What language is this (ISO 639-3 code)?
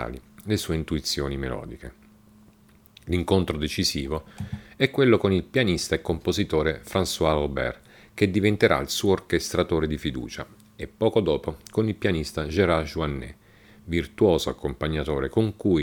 ita